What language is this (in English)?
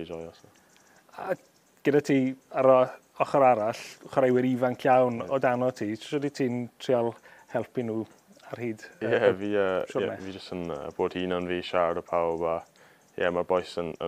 Welsh